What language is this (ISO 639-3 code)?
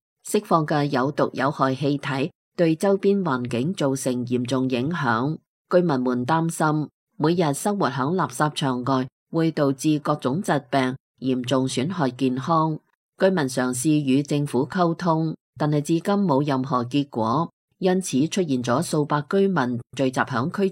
yue